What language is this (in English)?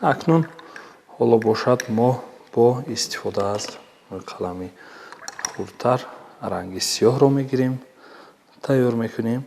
Tajik